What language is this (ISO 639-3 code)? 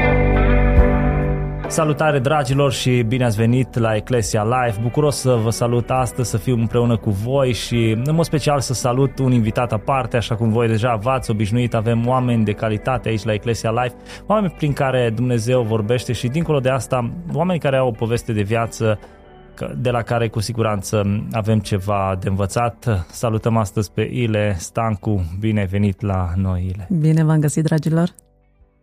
ron